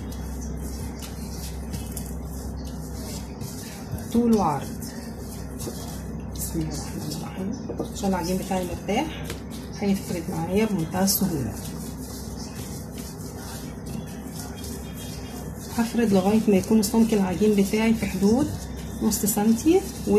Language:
Egyptian Arabic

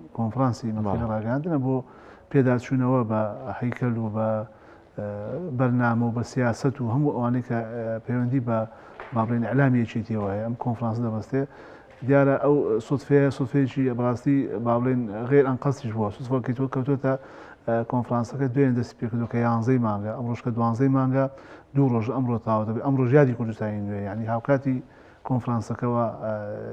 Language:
Central Kurdish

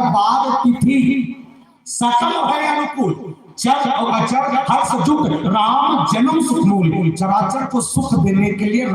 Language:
Chhattisgarhi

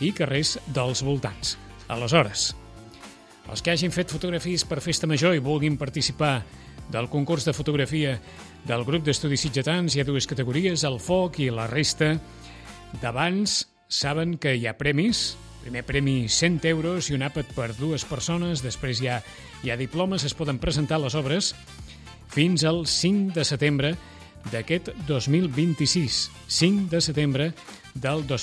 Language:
Catalan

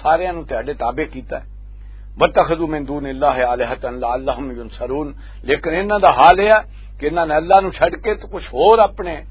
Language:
Western Panjabi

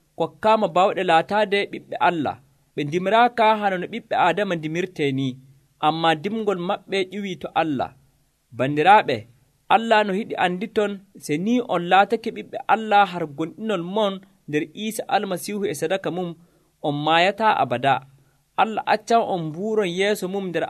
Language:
Nigerian Fulfulde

